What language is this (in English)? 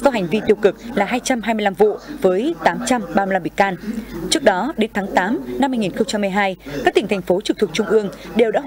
Vietnamese